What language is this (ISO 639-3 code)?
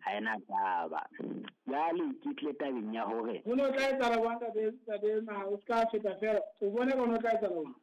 sot